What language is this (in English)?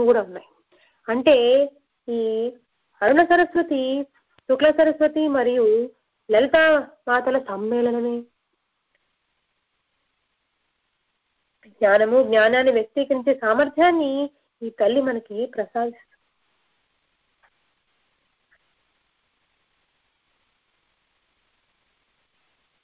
Telugu